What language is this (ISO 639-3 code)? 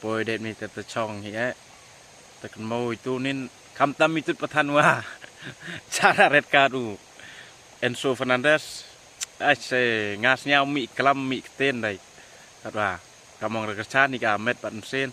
pbv